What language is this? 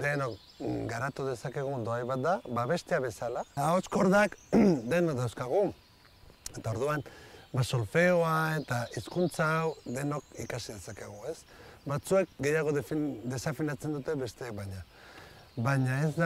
Basque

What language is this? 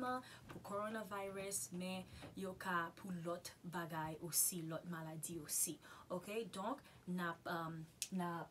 Haitian Creole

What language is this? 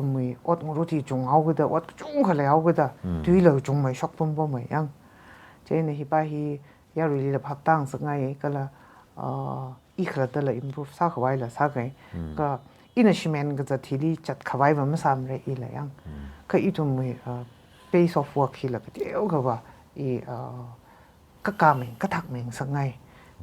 Tangkhul Naga (India)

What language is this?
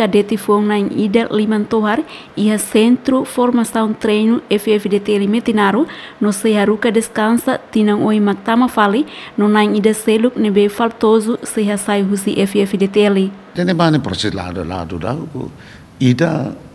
Tetum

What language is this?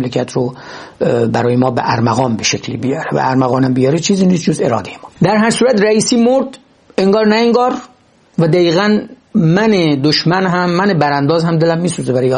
Persian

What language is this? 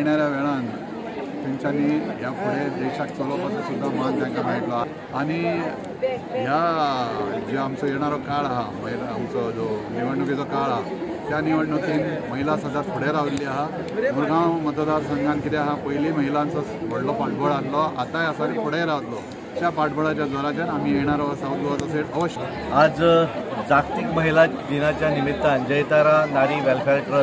Konkani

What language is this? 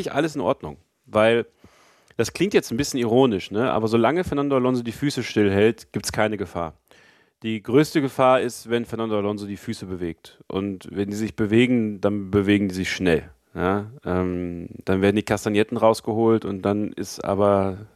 German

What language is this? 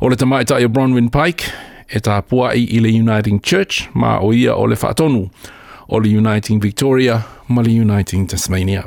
Samoan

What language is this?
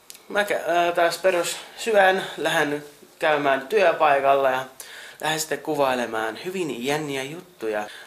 Finnish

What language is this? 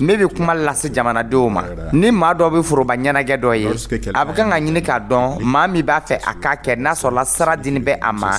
Dyula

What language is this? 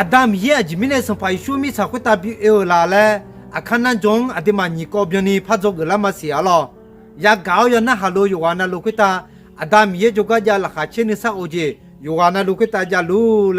Akha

